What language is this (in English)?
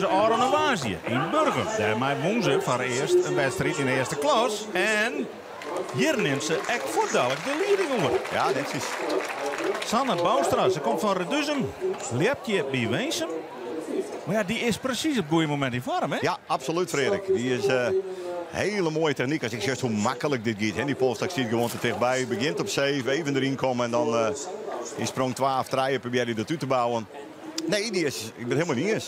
Western Frisian